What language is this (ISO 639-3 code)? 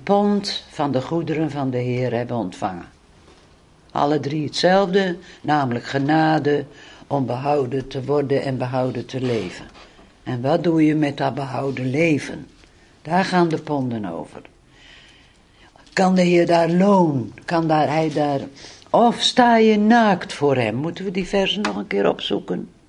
nld